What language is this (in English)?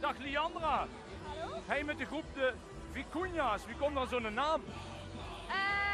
Limburgish